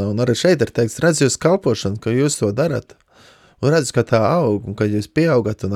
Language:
Latvian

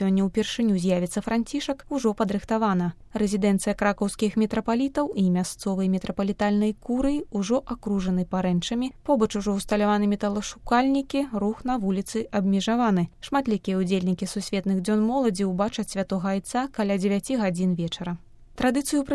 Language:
Belarusian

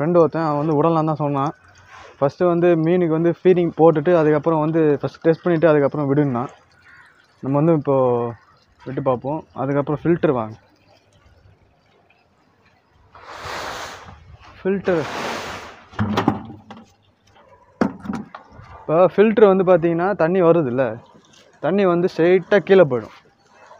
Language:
Tamil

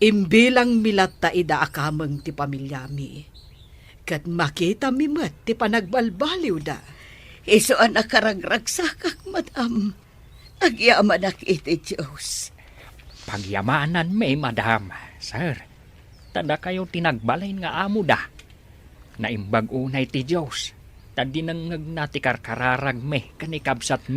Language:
Iloko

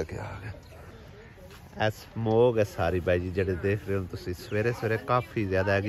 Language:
Punjabi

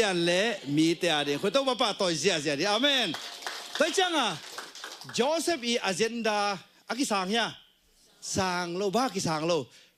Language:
Tedim Chin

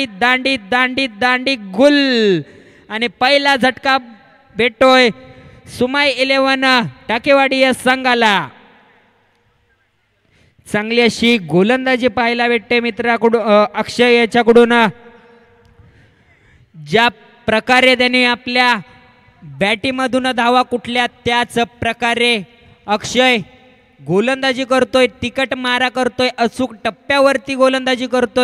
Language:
Marathi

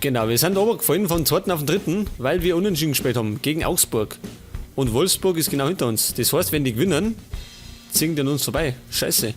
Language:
Bavarian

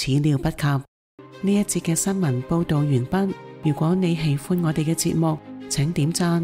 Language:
Cantonese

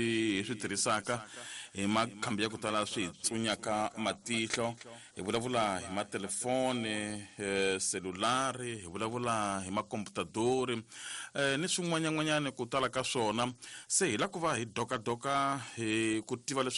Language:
Tsonga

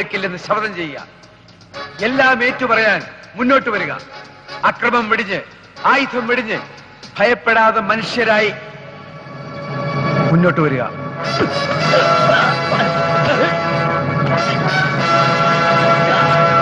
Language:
Malayalam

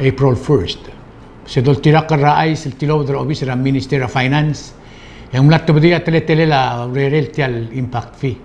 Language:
Palauan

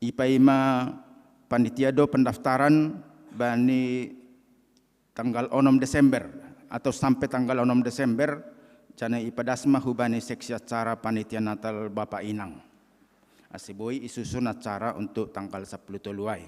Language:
Batak Simalungun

